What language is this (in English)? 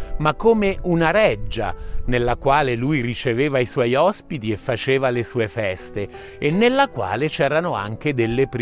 Italian